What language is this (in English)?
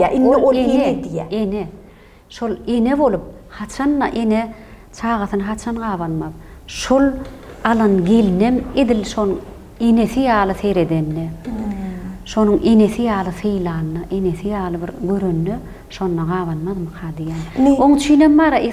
Turkmen